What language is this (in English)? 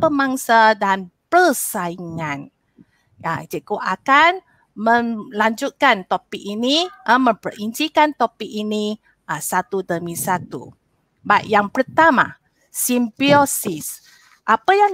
Malay